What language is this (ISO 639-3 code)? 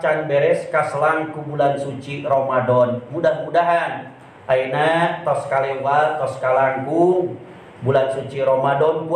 sun